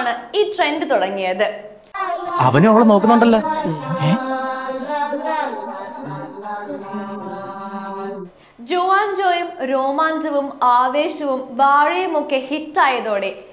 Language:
Malayalam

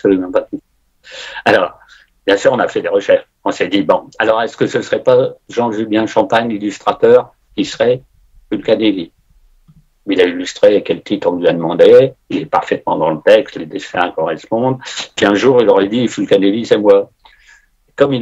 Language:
French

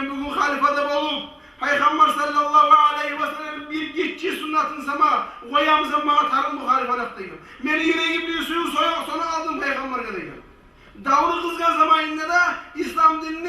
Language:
Kumyk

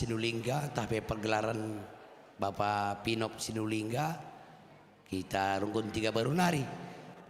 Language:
Batak Karo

